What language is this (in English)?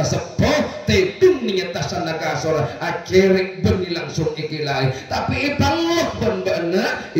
Madurese